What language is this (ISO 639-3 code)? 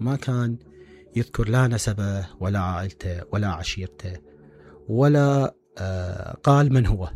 acm